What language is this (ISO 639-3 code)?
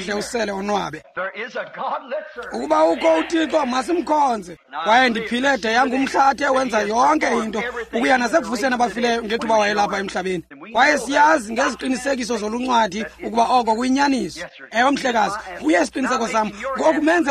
xho